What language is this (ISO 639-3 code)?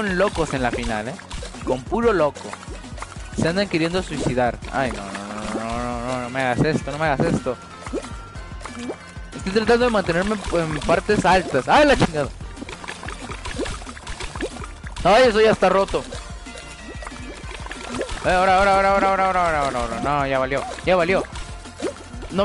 spa